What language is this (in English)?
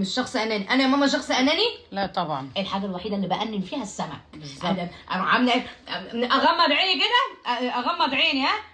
Egyptian Arabic